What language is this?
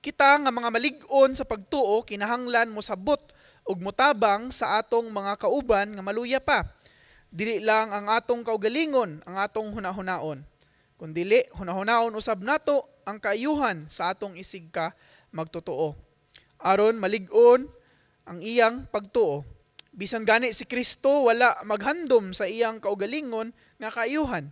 Cebuano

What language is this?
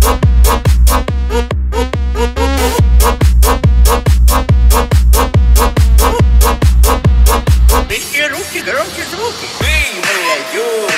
Polish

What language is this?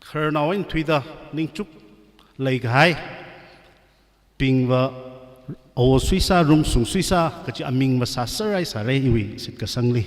Tangkhul Naga (India)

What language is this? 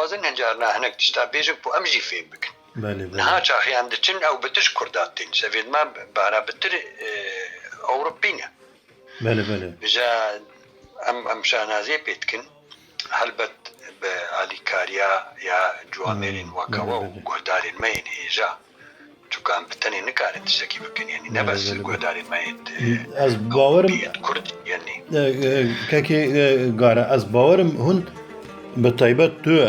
Kurdish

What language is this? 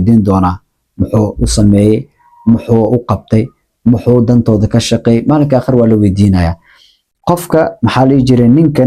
Somali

